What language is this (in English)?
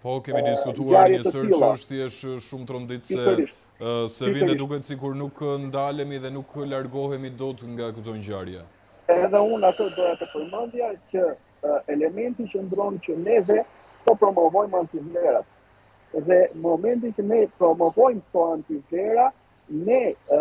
Albanian